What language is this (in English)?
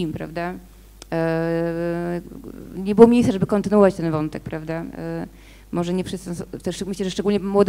Polish